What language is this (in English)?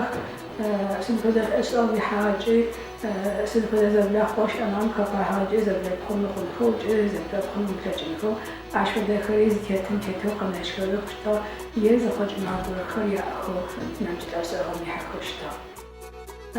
Adyghe